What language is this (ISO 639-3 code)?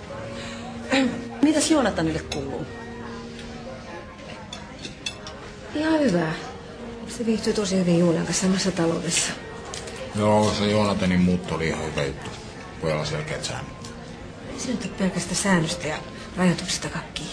fin